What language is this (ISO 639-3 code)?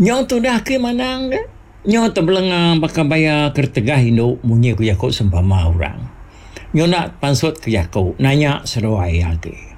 iba